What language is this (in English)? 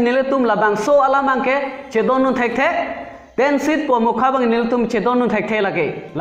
Karbi